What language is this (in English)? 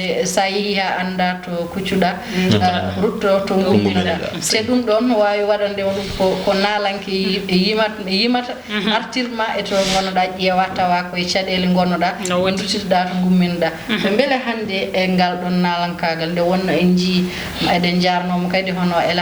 Fula